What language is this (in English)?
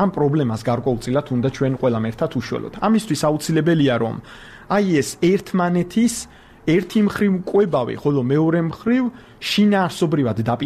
Georgian